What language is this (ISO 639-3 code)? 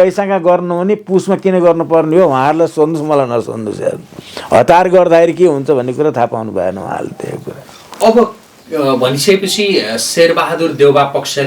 nep